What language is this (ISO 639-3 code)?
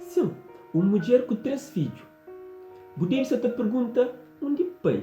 kea